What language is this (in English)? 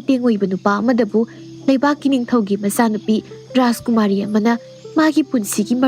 Manipuri